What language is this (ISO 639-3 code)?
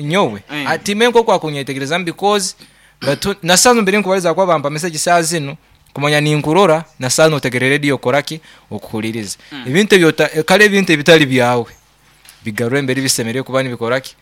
nyo